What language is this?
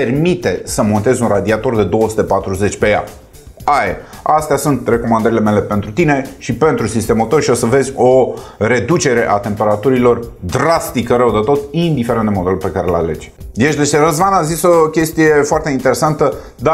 Romanian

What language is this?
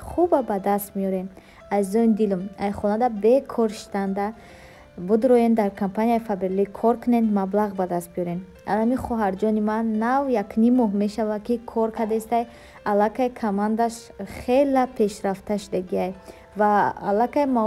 Tajik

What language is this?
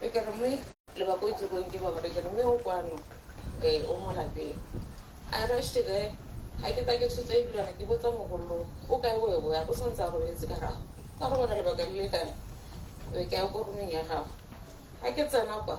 Tswana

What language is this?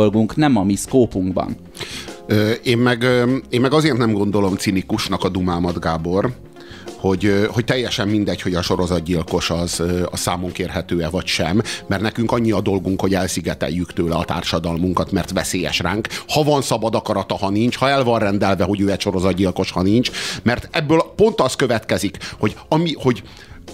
Hungarian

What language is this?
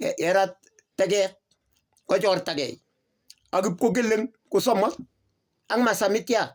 Kalenjin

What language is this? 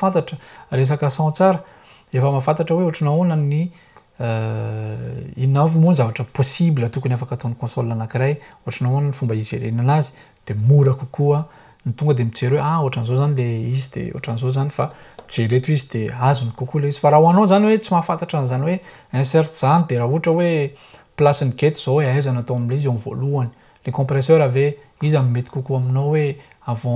Malagasy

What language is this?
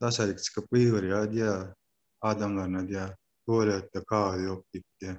Turkmen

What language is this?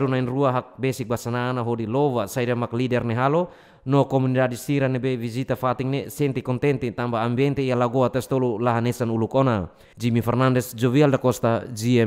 Tetum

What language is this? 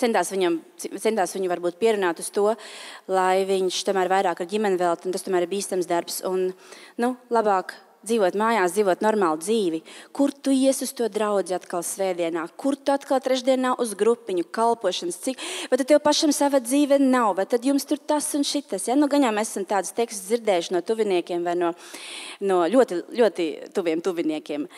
Latvian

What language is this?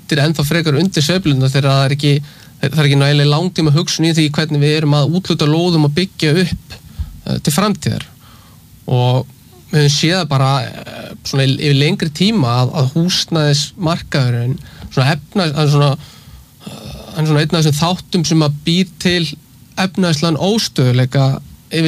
Icelandic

